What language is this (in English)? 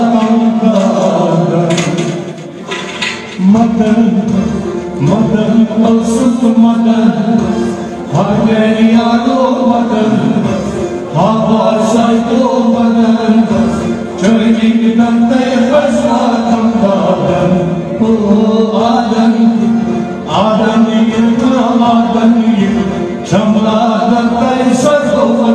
Kashmiri